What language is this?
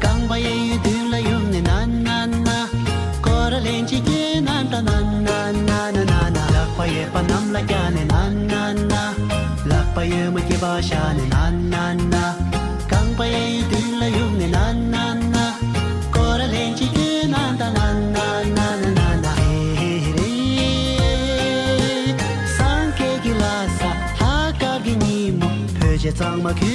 Tibetan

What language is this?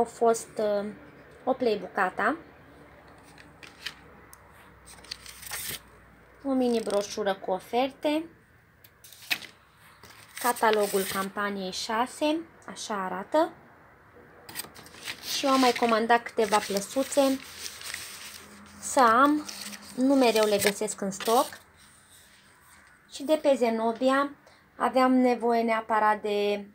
Romanian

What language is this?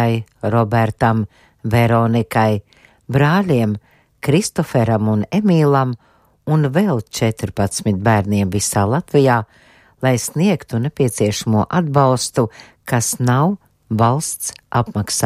Latvian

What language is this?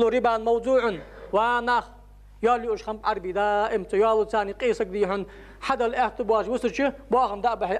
Ingush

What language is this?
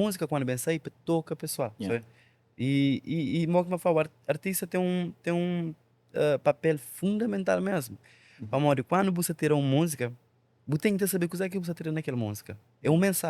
Kabuverdianu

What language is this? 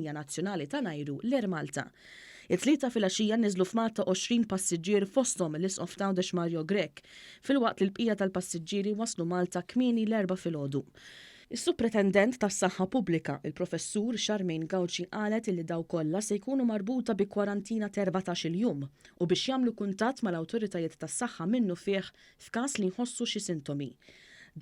Maltese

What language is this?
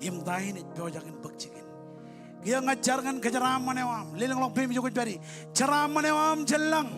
Marshallese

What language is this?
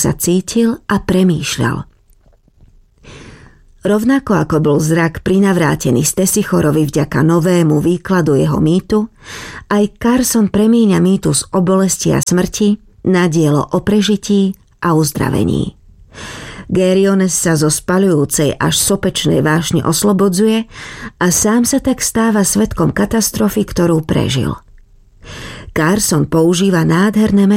Slovak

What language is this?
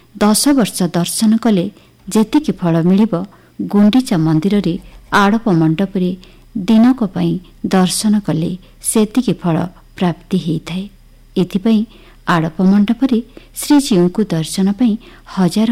Odia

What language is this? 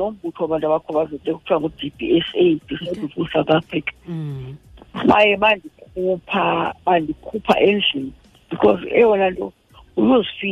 Xhosa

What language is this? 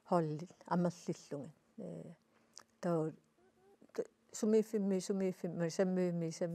Kalaallisut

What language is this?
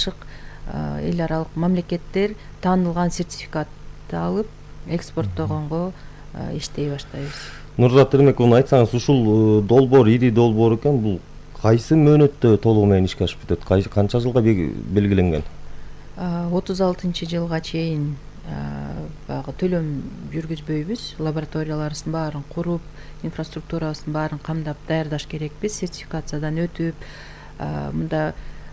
Kyrgyz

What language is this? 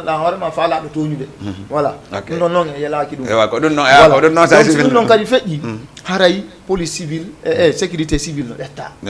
Fula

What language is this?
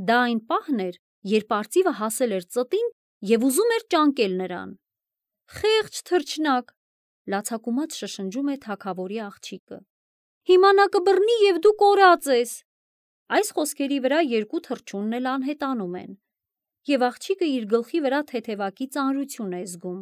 Armenian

